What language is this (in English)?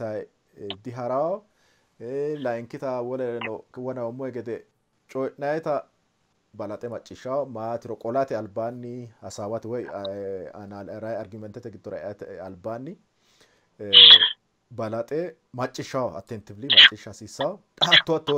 Sidamo